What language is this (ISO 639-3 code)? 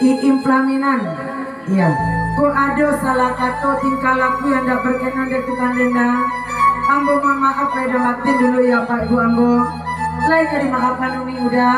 min